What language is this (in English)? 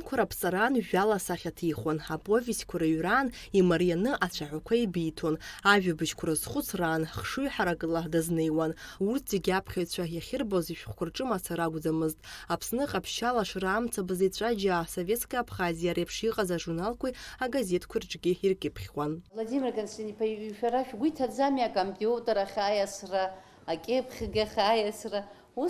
Abkhazian